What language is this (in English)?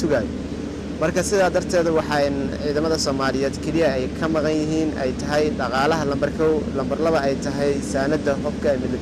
Somali